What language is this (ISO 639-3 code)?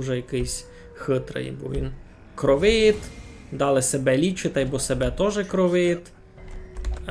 rue